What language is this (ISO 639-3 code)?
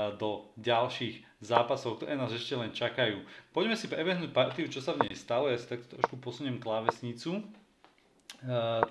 slk